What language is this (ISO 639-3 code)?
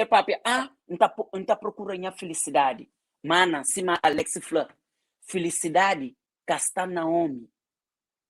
kea